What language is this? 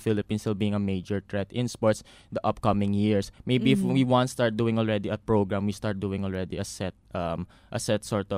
Filipino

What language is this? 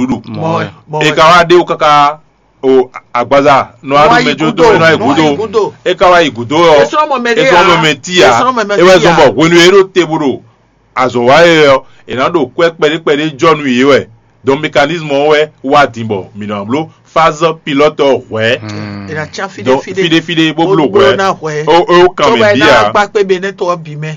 Fon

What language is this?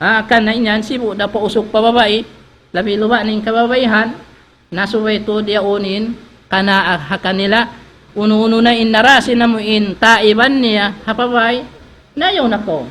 Tausug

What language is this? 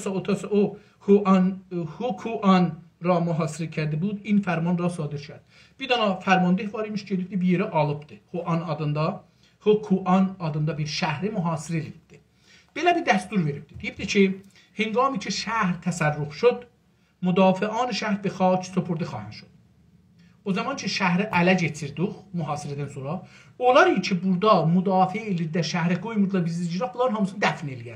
South Azerbaijani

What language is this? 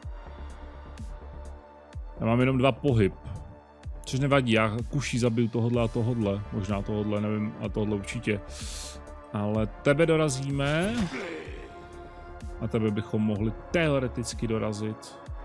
Czech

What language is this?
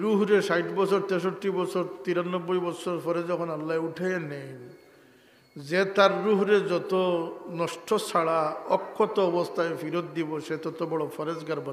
Sylheti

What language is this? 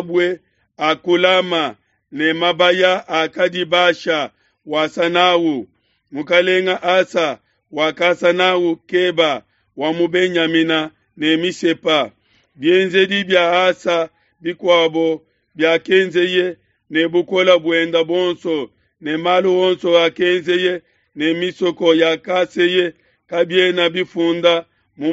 Luba-Lulua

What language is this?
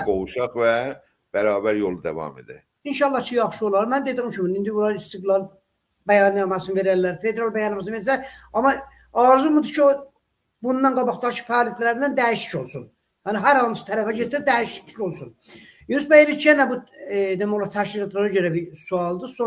South Azerbaijani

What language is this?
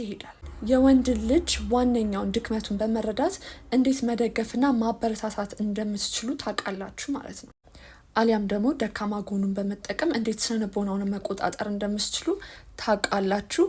Amharic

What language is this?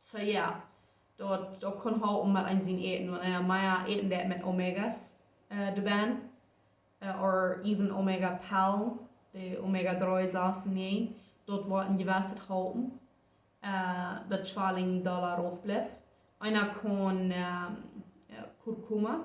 Plautdietsch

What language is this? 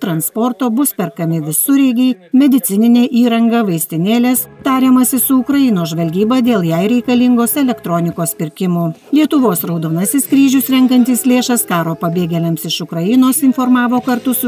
Lithuanian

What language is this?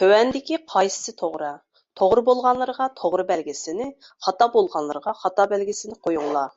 Uyghur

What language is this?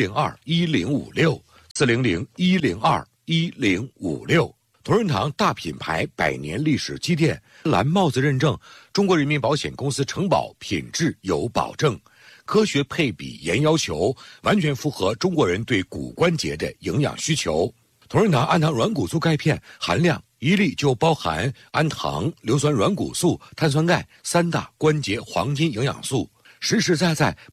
Chinese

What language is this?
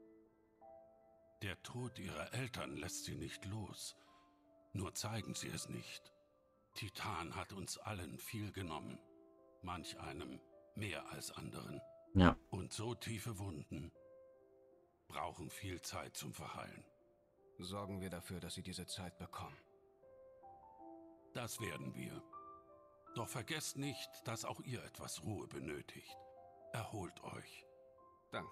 German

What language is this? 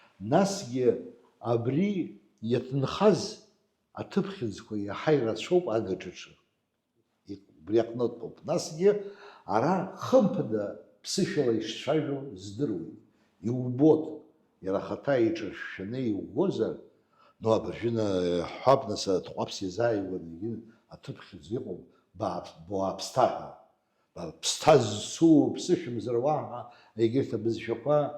Abkhazian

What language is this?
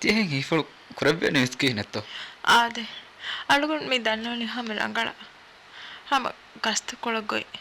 Divehi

